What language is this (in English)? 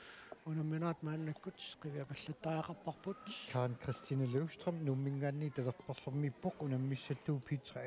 Kalaallisut